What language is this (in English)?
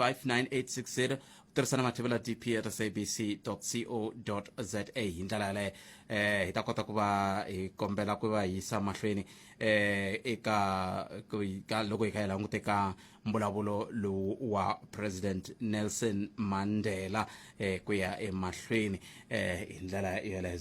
Tsonga